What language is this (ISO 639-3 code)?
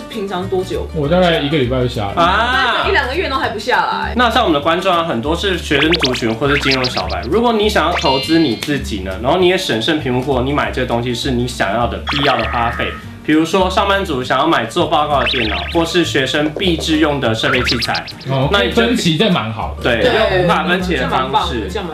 zho